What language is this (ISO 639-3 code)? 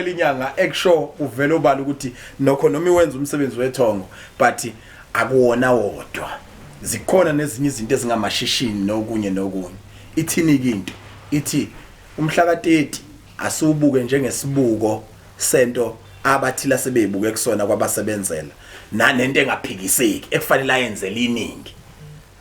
zul